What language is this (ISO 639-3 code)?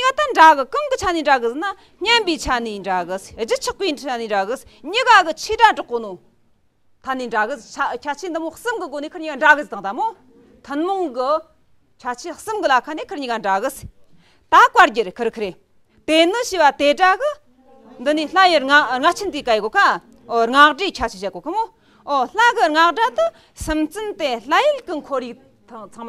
bod